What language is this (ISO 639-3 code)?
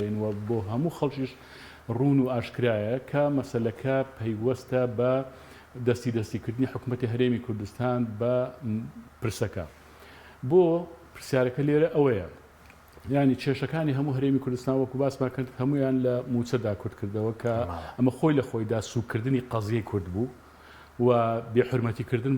ckb